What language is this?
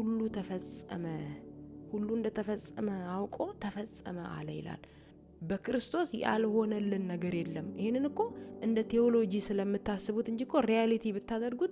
Amharic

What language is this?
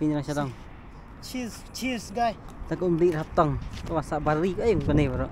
Khasi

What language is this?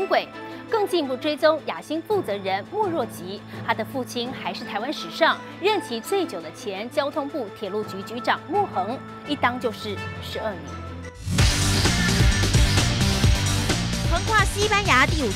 Chinese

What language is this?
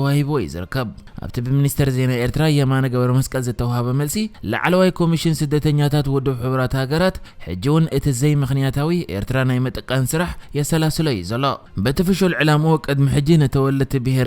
Tigrinya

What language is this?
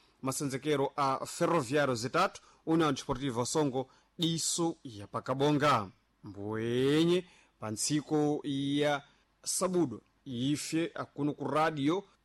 Sena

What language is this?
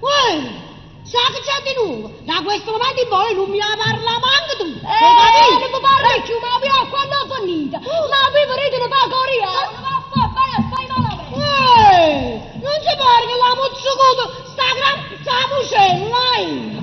Neapolitan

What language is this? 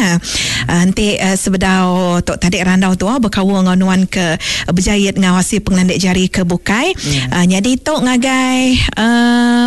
Iban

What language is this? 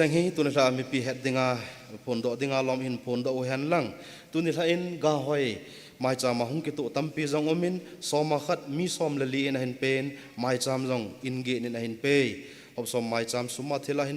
Thado Chin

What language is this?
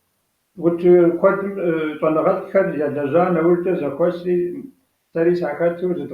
Kabardian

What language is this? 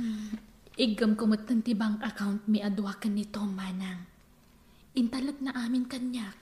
Iloko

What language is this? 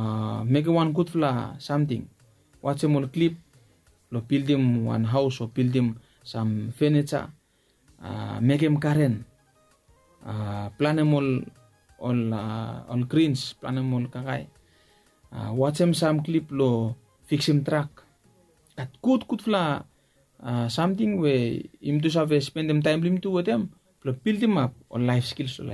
Bislama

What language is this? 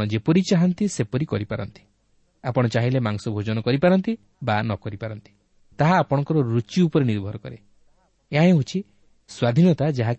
Odia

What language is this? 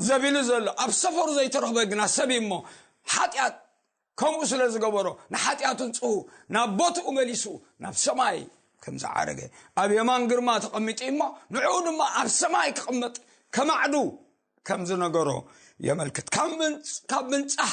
Tigrinya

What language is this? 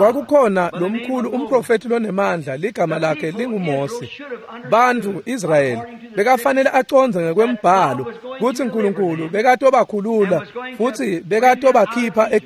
Swati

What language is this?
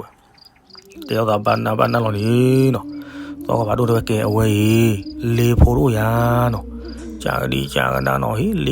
S'gaw Karen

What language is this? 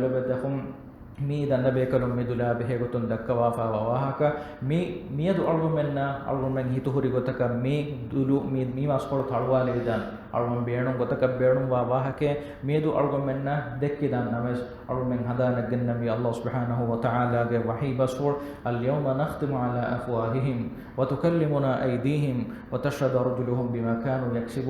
Divehi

